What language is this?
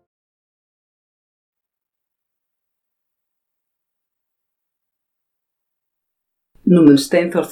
Icelandic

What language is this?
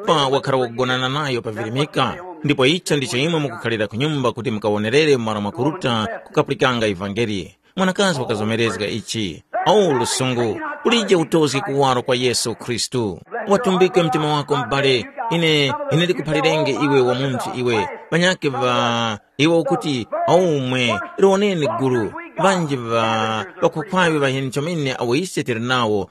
Tumbuka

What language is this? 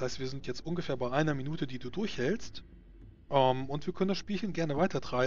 German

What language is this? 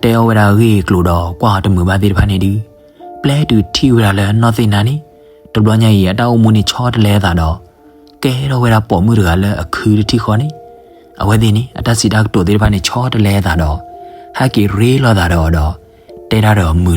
S'gaw Karen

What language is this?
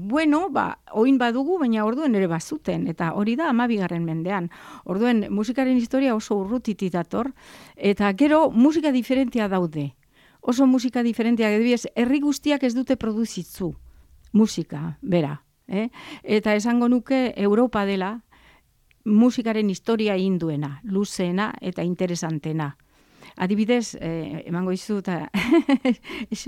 Basque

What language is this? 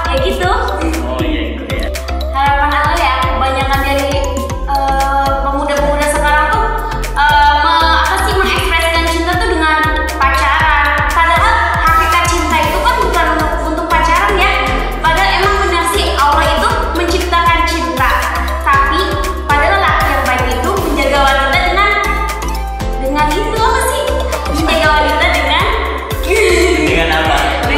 Indonesian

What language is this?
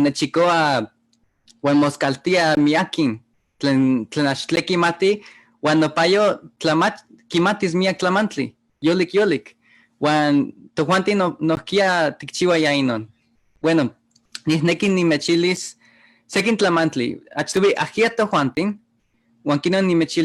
Eastern Huasteca Nahuatl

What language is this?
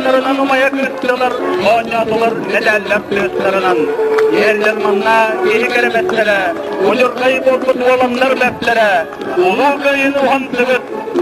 Yakut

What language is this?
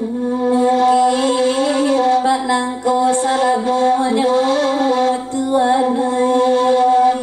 Minangkabau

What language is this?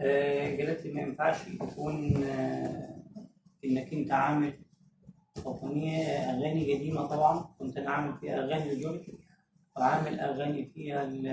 Egyptian Arabic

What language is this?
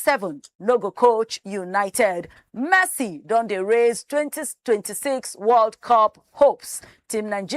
Nigerian Pidgin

